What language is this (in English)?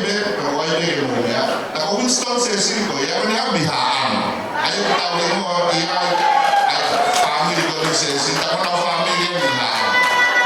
Tongan